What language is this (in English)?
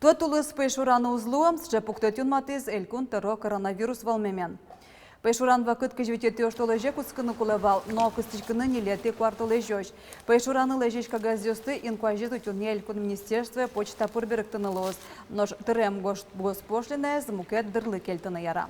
Udmurt